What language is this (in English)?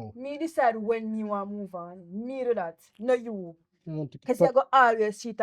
Jamaican Creole English